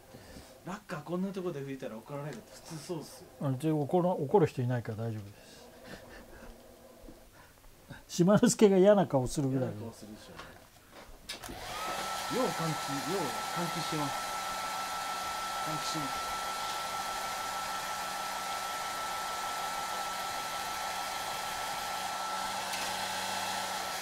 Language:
Japanese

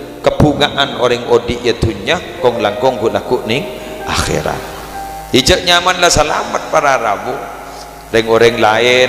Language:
Madurese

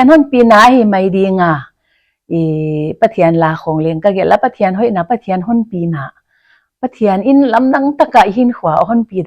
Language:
Paite Chin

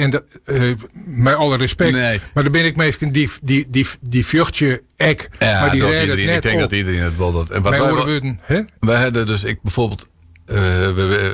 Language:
Western Frisian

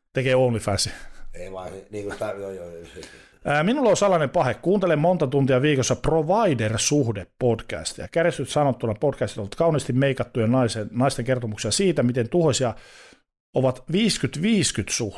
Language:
Finnish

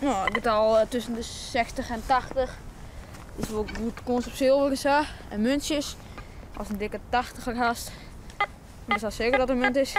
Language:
Western Frisian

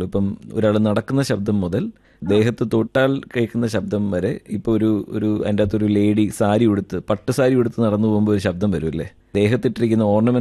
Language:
Malayalam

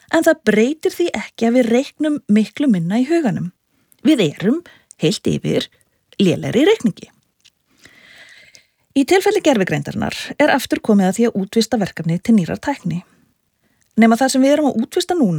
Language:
Icelandic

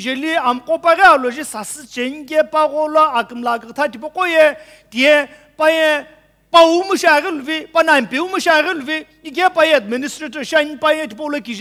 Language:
Sumi Naga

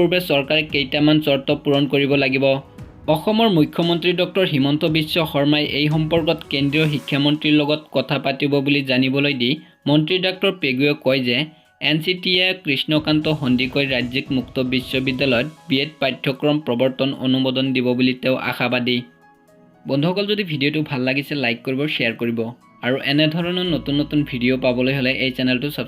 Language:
Assamese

